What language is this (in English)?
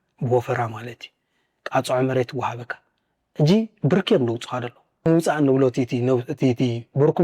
Tigrinya